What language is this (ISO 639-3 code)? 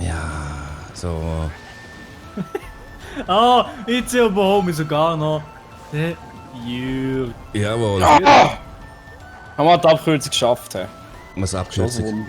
gsw